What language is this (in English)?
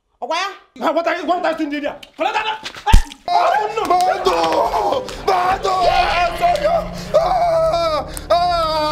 Nigerian Pidgin